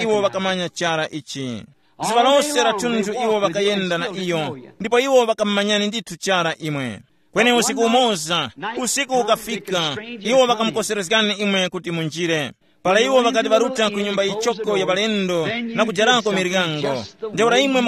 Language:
Tumbuka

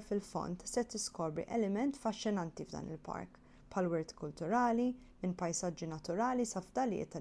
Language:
Maltese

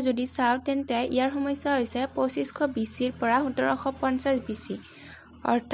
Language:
Assamese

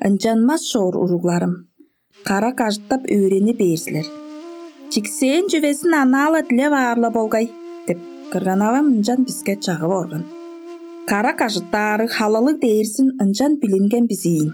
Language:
Tuvinian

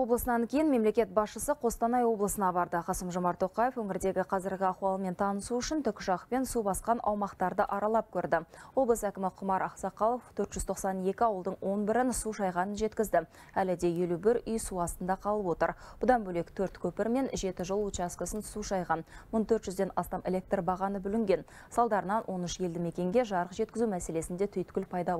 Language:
Kazakh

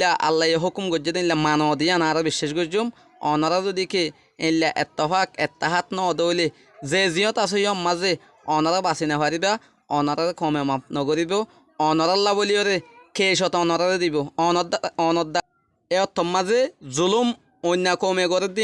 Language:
Rohingya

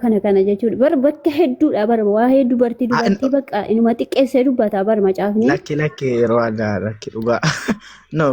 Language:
Oromo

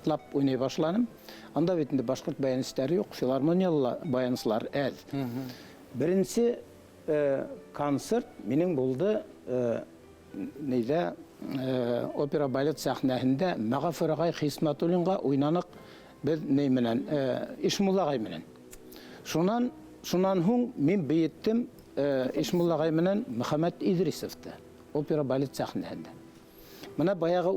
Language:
Bashkir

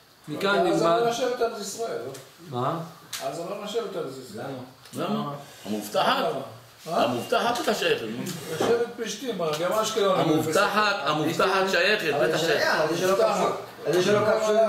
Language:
Hebrew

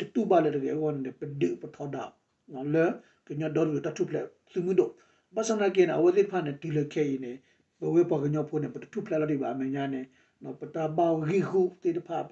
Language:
S'gaw Karen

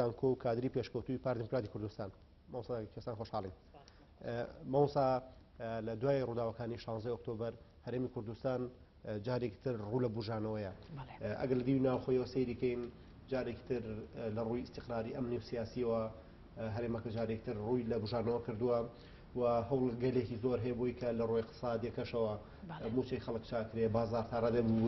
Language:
Central Kurdish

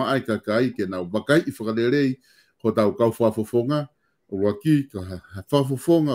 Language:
Tongan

